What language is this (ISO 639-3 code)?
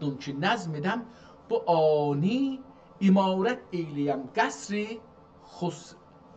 azb